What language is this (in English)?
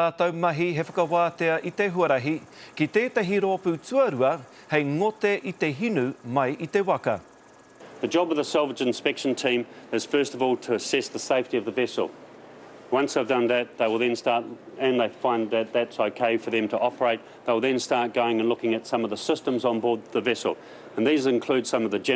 Māori